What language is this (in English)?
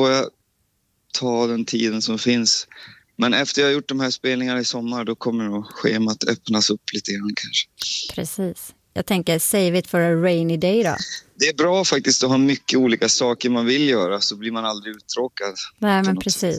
Swedish